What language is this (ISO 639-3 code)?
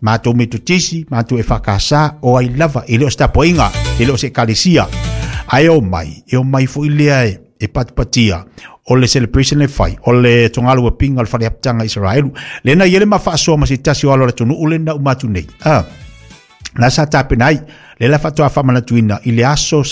smo